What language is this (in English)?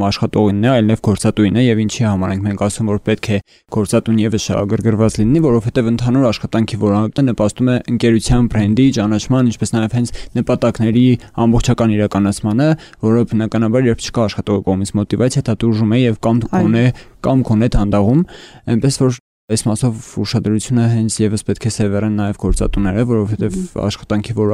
Armenian